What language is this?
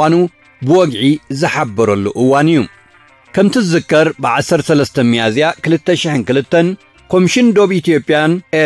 Tigrinya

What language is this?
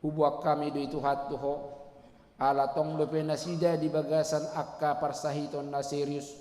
Batak Toba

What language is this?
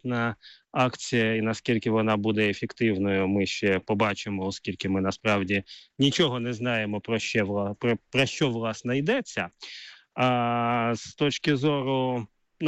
Ukrainian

